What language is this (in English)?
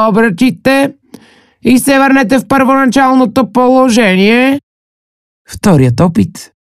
Bulgarian